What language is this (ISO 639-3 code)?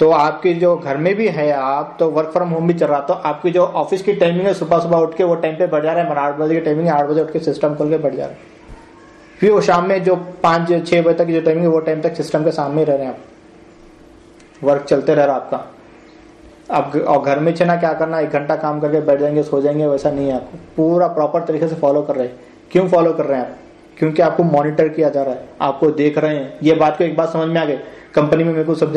urd